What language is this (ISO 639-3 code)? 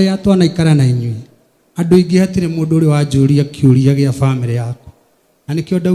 kik